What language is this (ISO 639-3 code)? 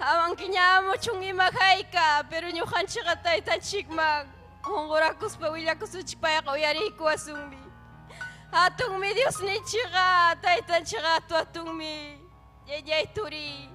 quy